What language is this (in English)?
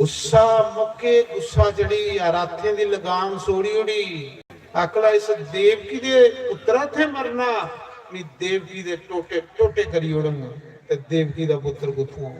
Dogri